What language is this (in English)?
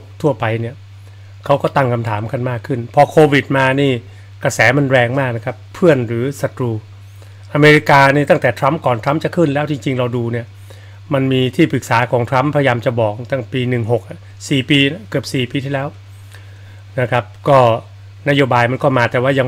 Thai